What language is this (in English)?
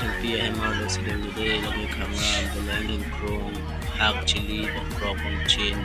Karbi